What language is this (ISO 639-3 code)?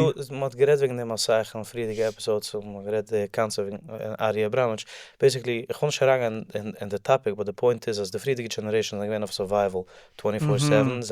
yid